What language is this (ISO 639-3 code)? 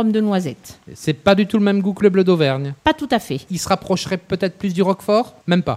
fra